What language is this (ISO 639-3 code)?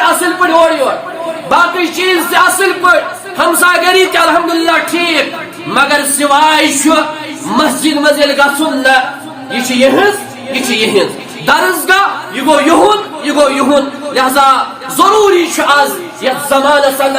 kas